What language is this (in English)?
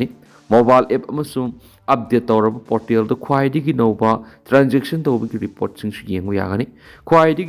Manipuri